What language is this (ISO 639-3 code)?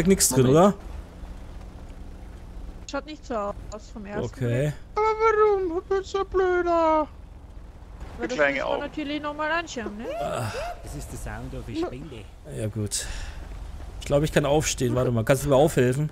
deu